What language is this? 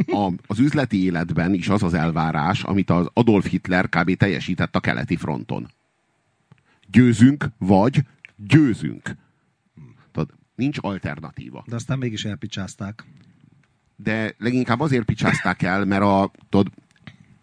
Hungarian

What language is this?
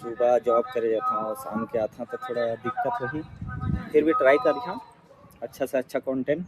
Chhattisgarhi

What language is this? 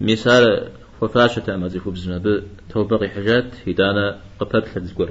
Kabardian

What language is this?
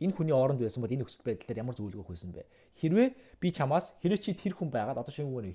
Mongolian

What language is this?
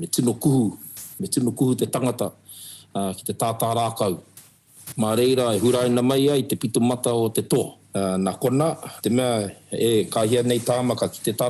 Māori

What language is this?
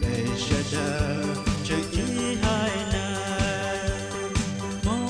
Hmong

